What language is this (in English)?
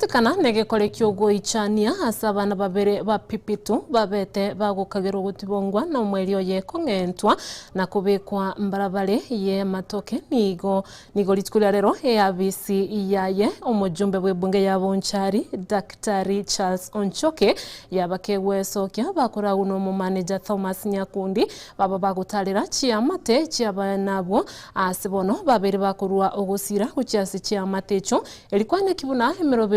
Gusii